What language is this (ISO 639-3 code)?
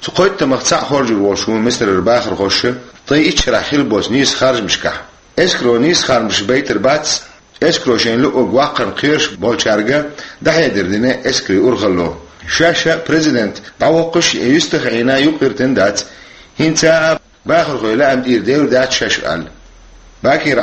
che